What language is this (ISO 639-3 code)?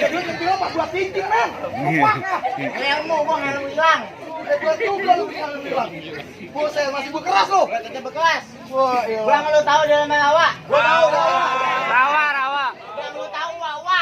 bew